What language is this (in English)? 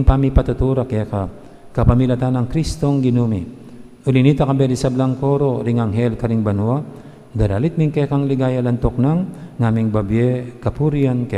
Pampanga